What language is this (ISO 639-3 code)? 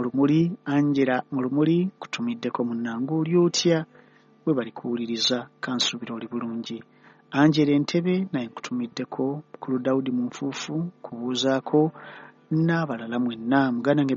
lug